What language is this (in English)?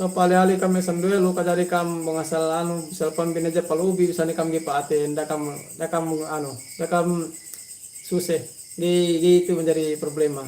Yakan